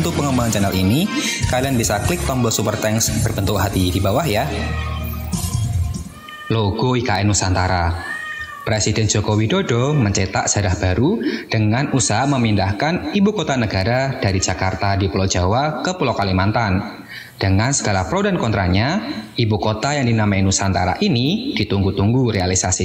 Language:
Indonesian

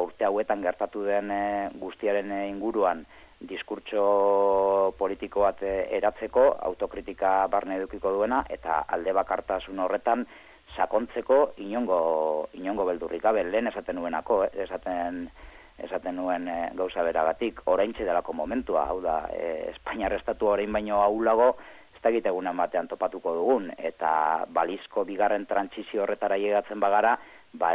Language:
Basque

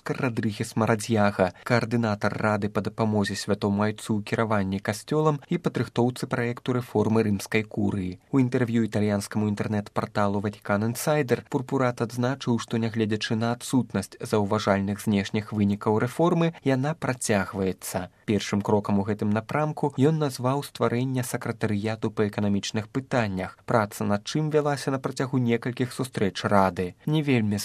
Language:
Belarusian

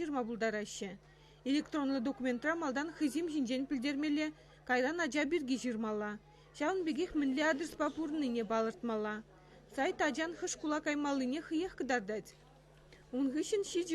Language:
Chuvash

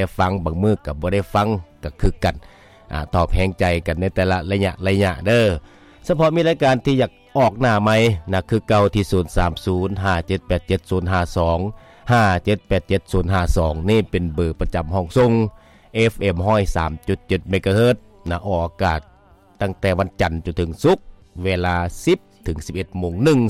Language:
Lao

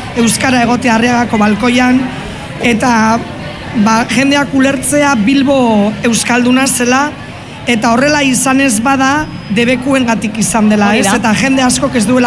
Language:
Basque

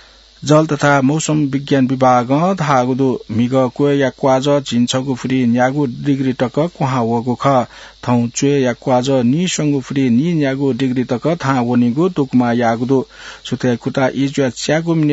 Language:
Newari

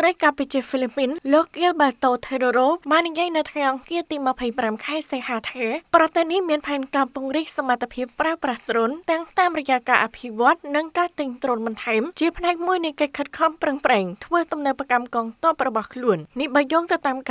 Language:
Khmer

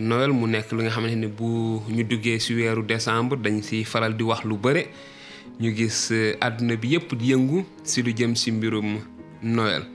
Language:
Wolof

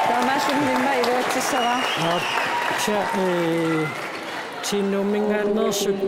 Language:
Kalaallisut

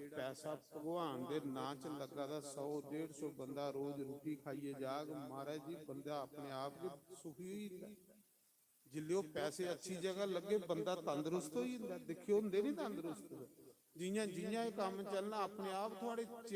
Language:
Dogri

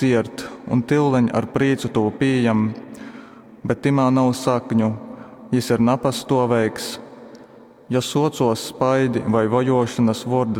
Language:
Latgalian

